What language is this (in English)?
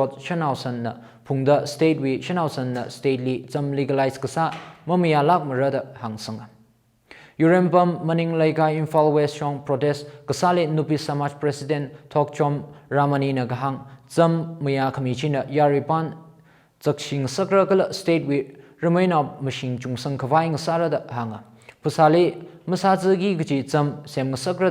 Tangkhul Naga (India)